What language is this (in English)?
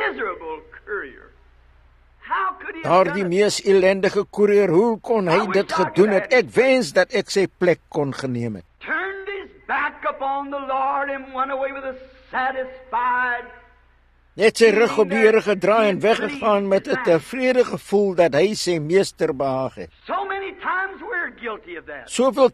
Afrikaans